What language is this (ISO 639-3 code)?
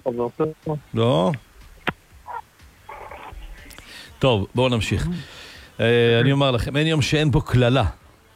heb